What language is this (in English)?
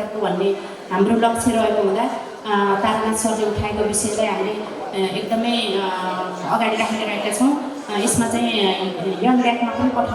Nepali